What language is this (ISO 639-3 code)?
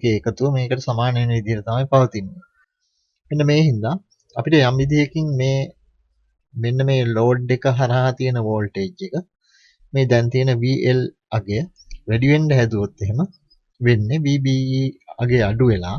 sin